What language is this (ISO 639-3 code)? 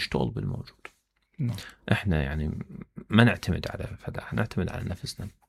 acm